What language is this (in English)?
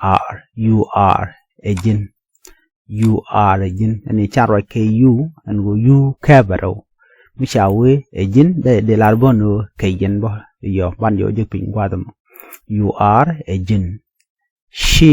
Nuer